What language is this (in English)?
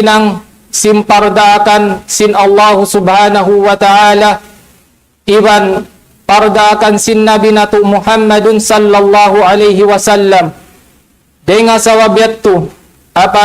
Tausug